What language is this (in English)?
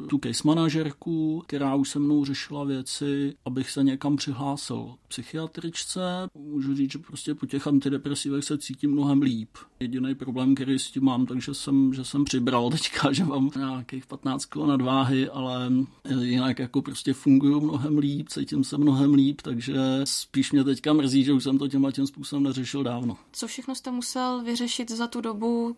Czech